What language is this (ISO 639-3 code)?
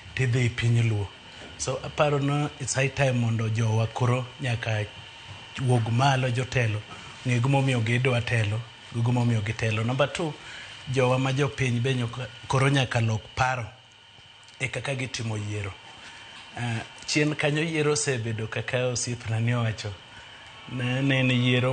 luo